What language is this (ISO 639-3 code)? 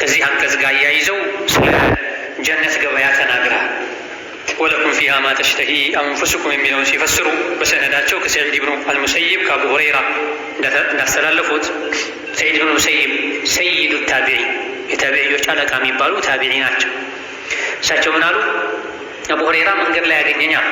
amh